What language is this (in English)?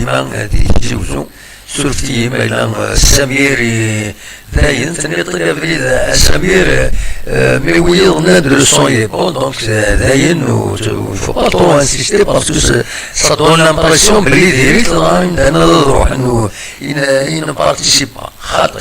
Kabyle